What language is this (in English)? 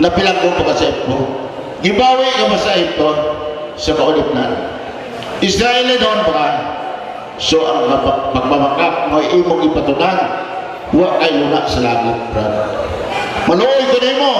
Cebuano